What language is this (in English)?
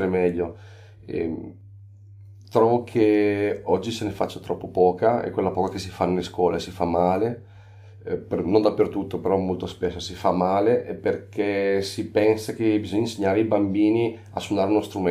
Italian